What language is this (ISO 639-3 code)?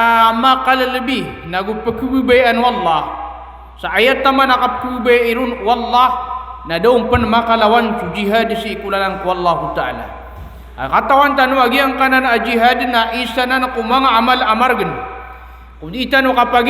mrw